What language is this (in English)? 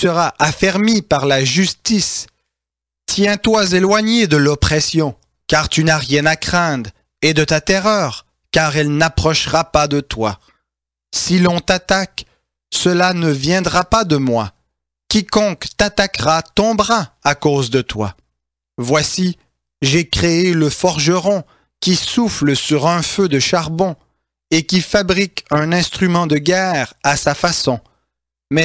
French